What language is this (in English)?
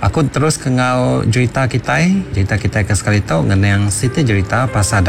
Iban